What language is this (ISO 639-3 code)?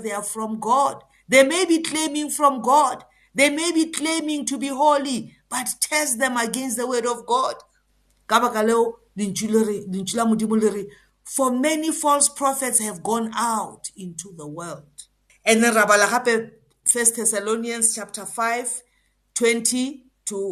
eng